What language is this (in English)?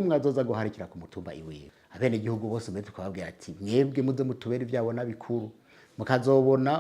Rundi